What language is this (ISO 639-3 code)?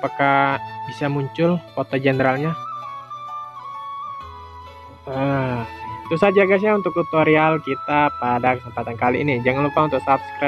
ind